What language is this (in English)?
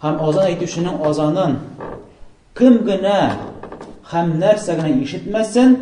Tatar